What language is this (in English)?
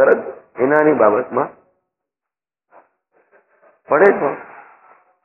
Gujarati